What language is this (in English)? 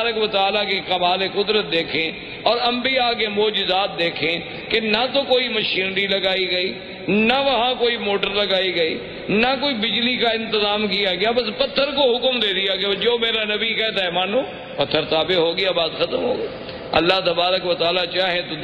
Urdu